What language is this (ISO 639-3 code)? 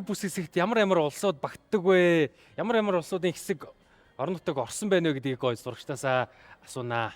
mon